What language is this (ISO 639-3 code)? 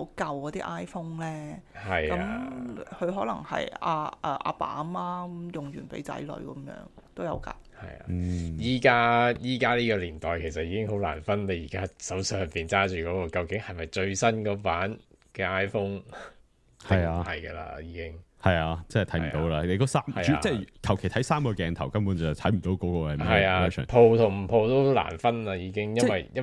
yue